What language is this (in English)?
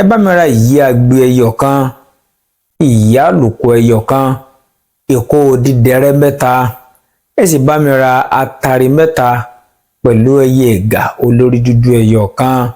Yoruba